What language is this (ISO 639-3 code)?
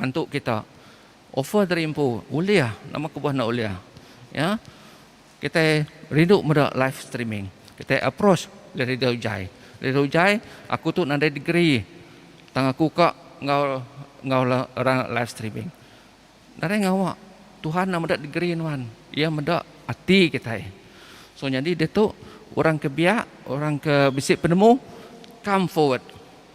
iba